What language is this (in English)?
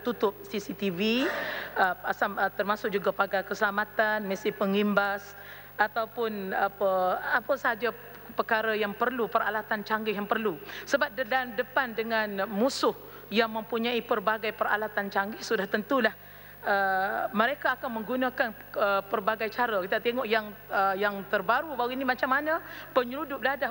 Malay